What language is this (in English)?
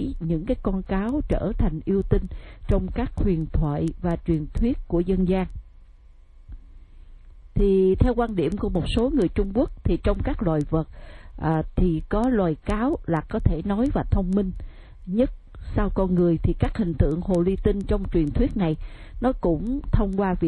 Vietnamese